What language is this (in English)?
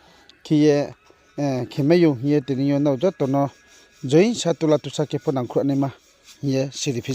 Riang (India)